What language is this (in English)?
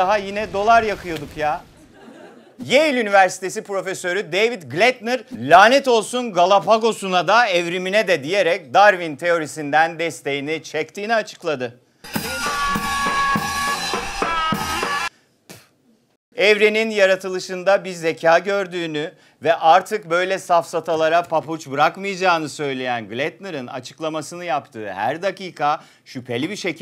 Turkish